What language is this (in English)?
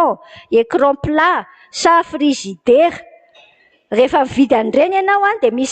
Malagasy